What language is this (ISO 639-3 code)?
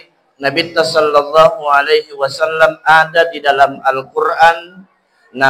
bug